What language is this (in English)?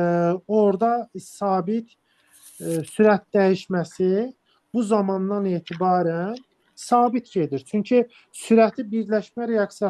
Azerbaijani